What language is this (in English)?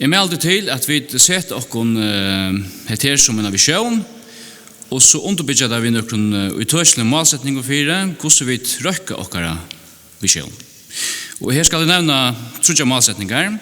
Faroese